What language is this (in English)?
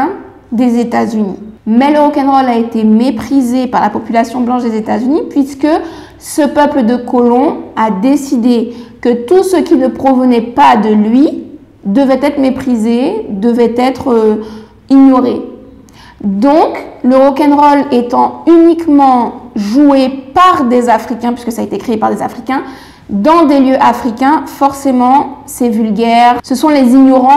French